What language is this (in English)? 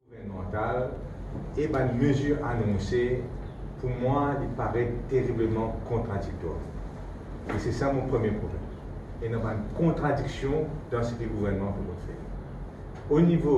Morisyen